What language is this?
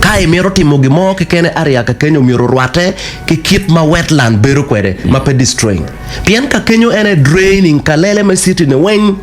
Acoli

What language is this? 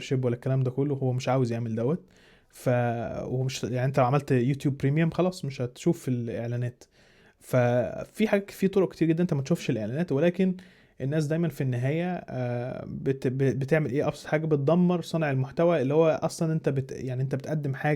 Egyptian Arabic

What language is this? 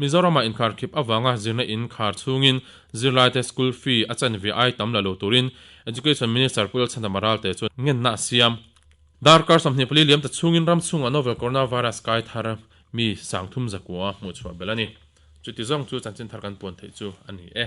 Mizo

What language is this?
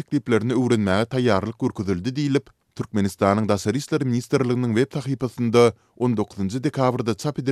Turkmen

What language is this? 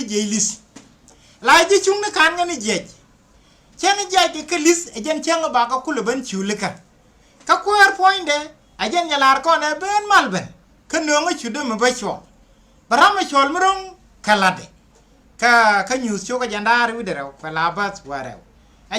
Nuer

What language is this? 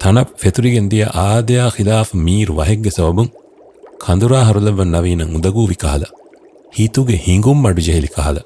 Divehi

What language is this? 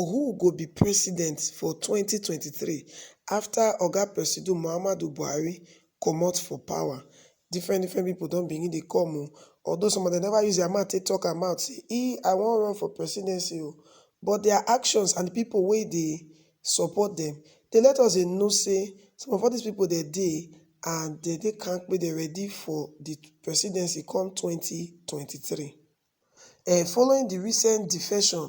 Nigerian Pidgin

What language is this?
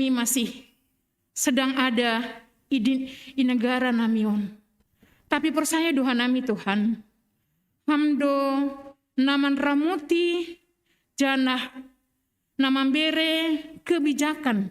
Batak Simalungun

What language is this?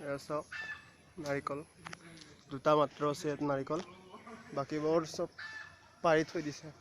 Assamese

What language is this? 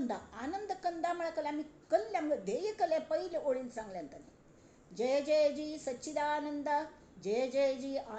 Konkani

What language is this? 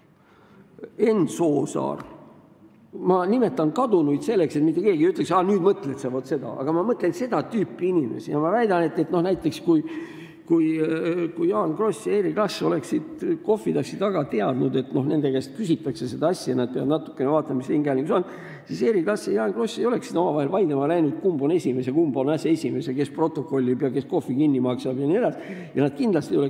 Estonian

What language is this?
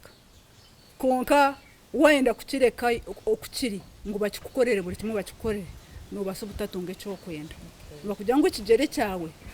Nyankole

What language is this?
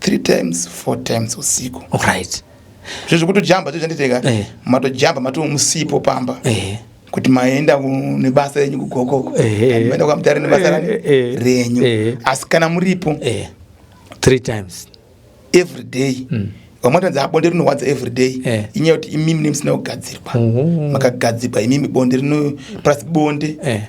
Shona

